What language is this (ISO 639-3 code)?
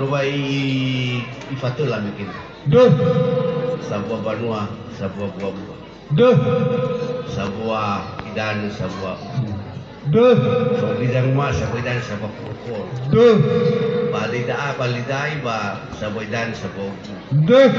nia